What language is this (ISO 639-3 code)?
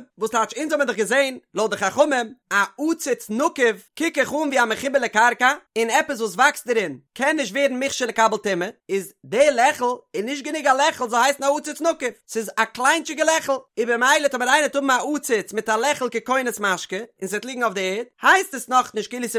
yid